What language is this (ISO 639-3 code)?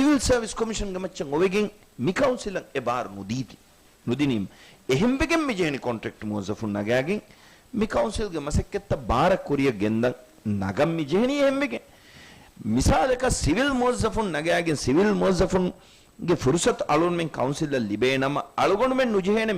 div